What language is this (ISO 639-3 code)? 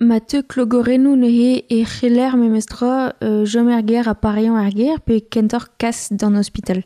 bre